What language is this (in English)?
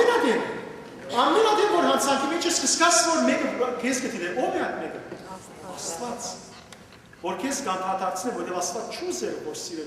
Western Armenian